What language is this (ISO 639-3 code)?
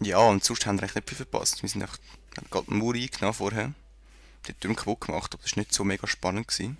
gsw